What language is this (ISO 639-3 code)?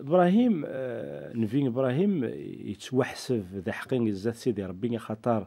kab